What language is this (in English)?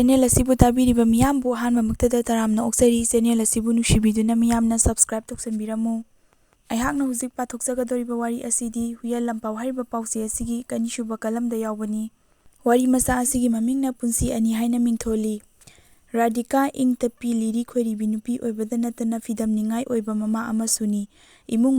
Manipuri